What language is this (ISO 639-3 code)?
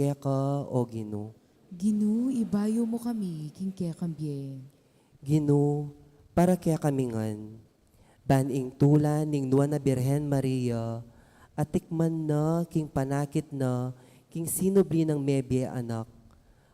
pam